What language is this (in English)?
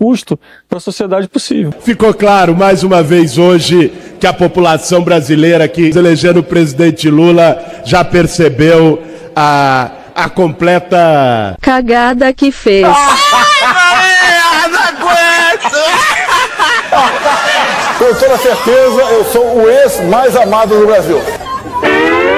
Portuguese